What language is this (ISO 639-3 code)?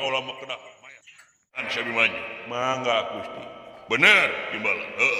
sun